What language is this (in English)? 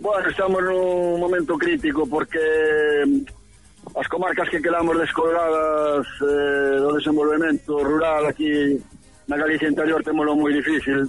Galician